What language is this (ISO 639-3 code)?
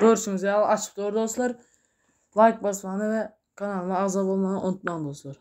tuk